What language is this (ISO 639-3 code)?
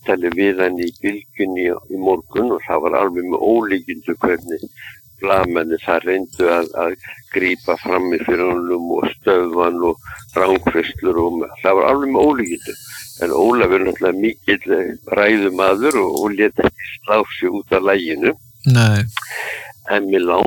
isl